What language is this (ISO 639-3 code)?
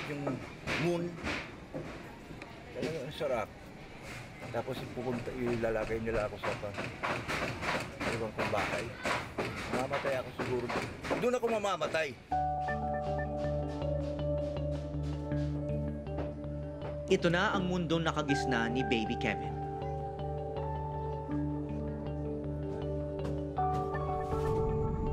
fil